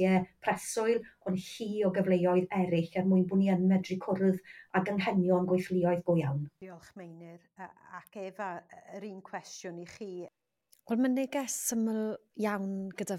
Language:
Welsh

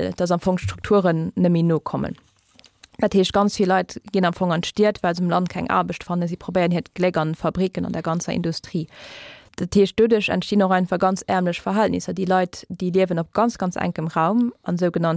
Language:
Luxembourgish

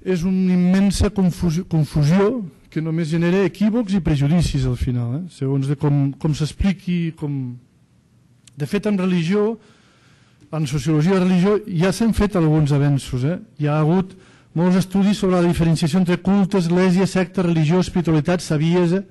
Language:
Catalan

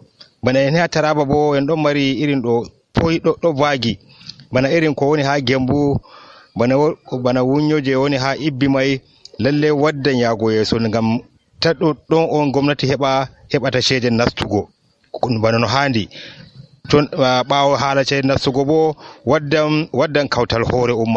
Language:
Nigerian Fulfulde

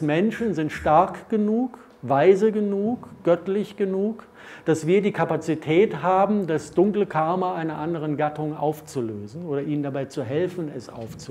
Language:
German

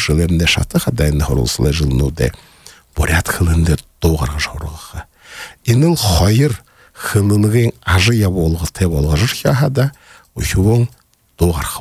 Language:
Buriat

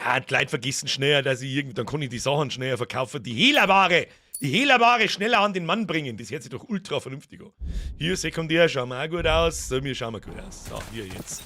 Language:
Bavarian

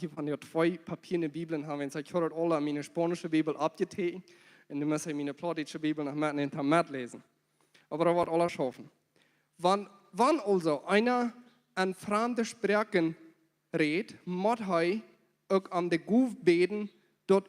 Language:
Plautdietsch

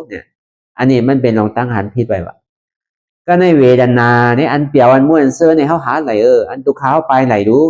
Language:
Shan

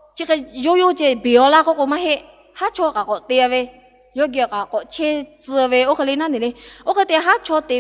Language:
Lahu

